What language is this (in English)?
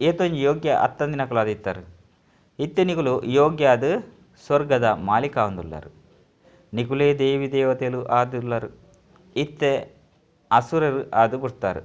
Tulu